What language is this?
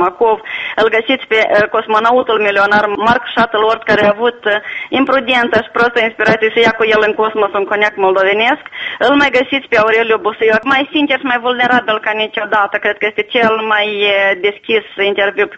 Romanian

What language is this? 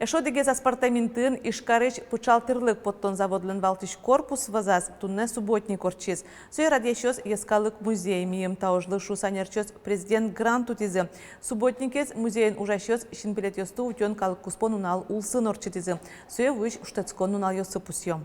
Udmurt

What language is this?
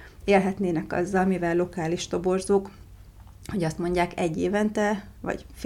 Hungarian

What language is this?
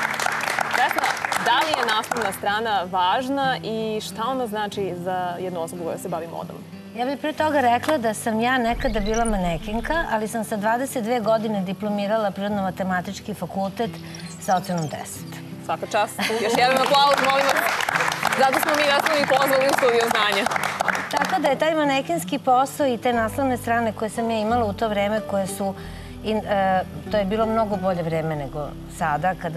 Serbian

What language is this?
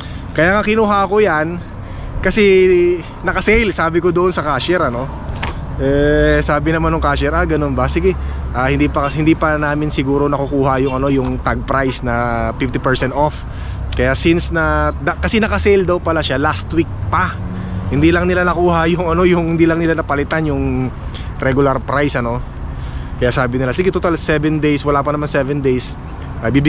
Filipino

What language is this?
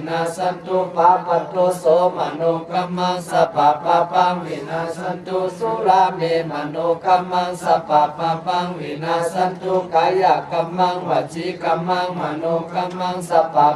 Pali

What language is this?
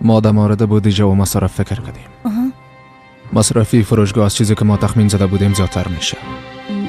Persian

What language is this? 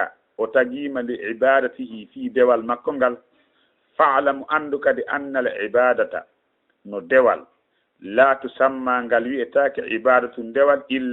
Fula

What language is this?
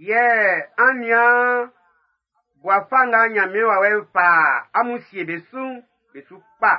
Baoulé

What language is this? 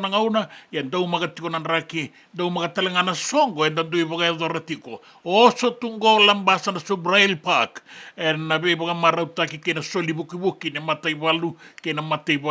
Fijian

